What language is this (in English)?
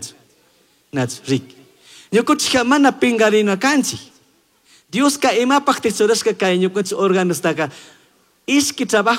Chimborazo Highland Quichua